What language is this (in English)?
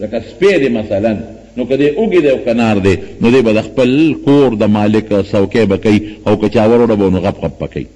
Pashto